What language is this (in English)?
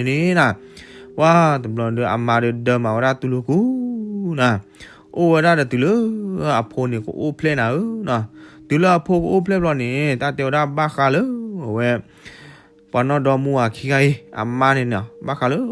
S'gaw Karen